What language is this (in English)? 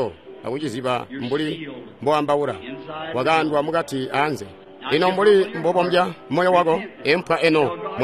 Tonga (Zambia)